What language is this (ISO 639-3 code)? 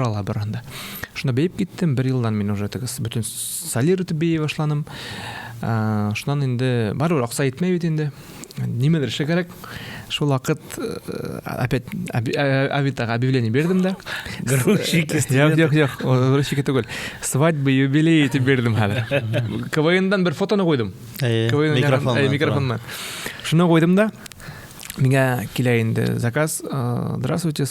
bak